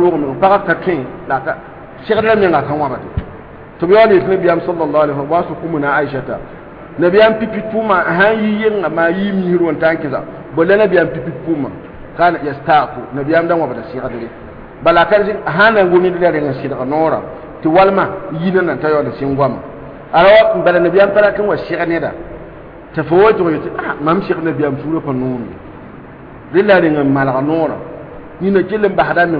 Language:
Mossi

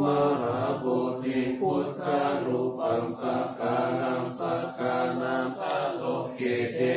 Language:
Pali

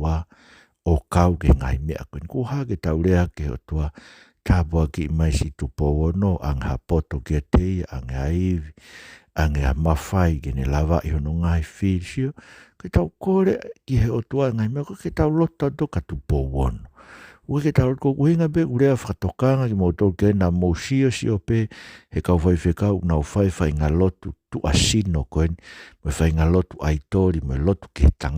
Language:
Tongan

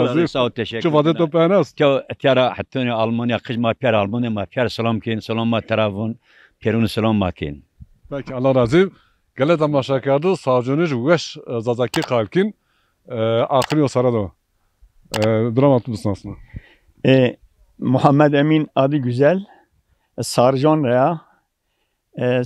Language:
Zaza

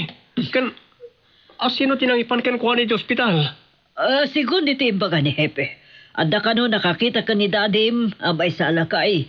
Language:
Iloko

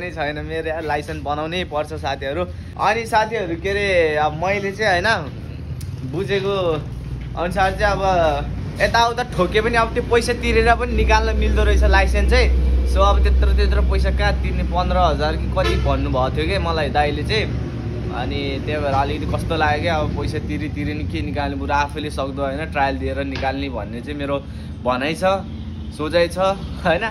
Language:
Nepali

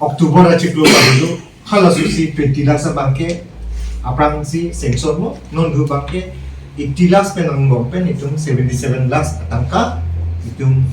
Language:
Karbi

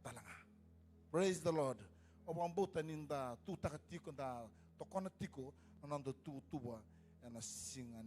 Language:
Fijian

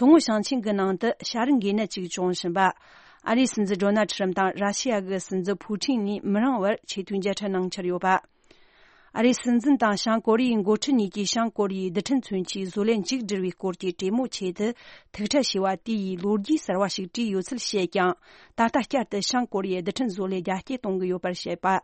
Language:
Tibetan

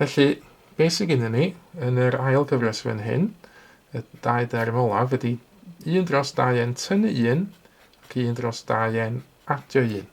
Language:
Welsh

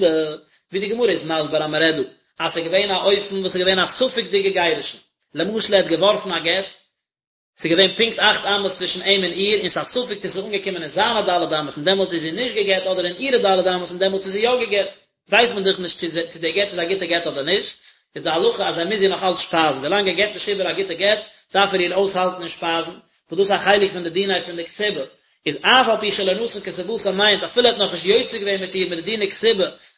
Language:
Yiddish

